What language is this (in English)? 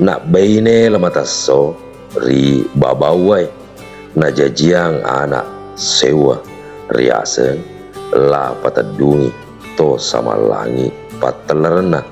Buginese